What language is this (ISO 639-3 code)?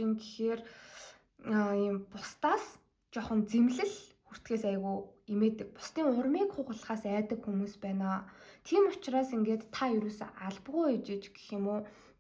mon